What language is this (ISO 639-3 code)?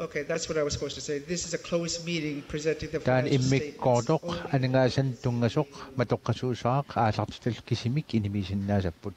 kal